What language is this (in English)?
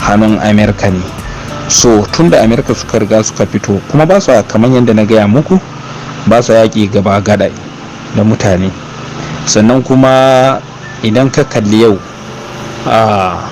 Hausa